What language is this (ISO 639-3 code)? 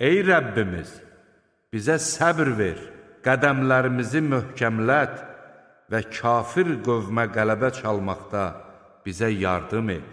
aze